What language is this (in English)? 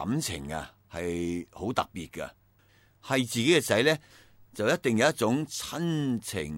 Cantonese